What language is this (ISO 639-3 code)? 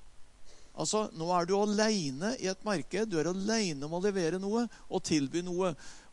nor